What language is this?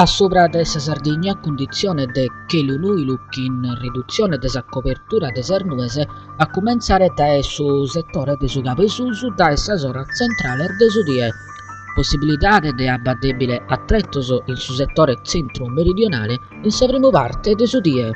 Sardinian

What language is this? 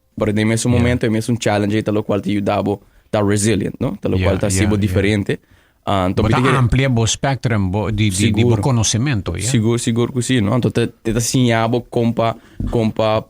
Papiamento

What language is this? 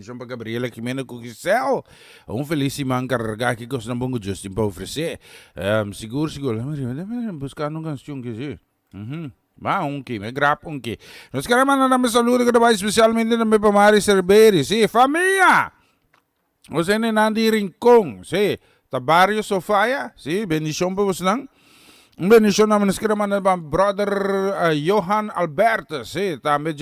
Papiamento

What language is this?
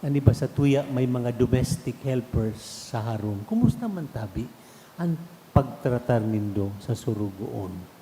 Bikol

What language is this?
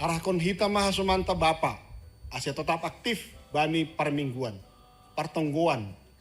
Batak Simalungun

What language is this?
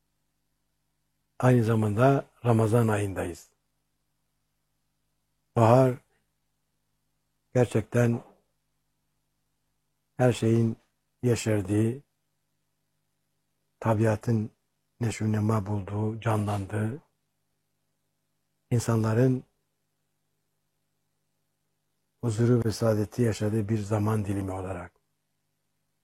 Turkish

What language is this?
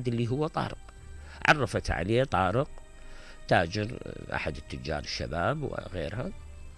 Mesopotamian Arabic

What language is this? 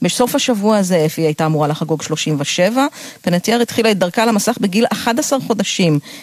Hebrew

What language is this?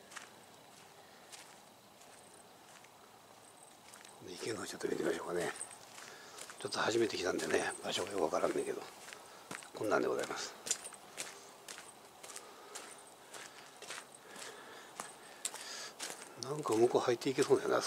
Japanese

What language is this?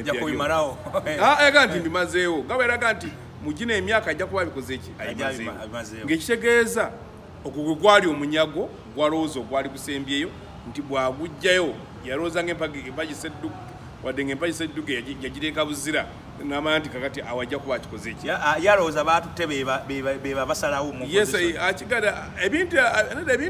Ganda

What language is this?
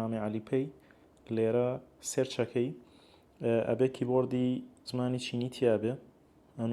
Central Kurdish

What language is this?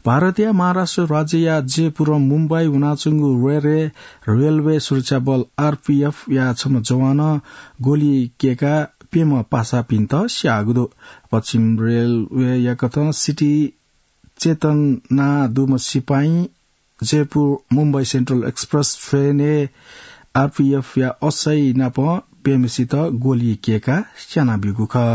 Newari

